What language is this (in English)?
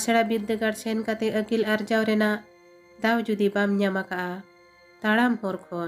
Santali